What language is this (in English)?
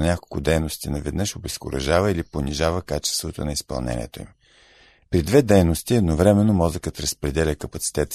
Bulgarian